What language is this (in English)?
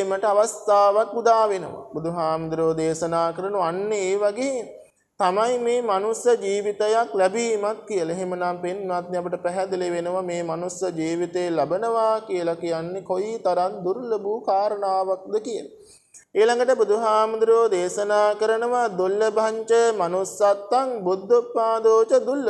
Sinhala